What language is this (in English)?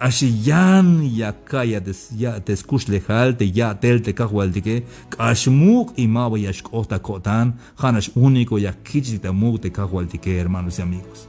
Tzeltal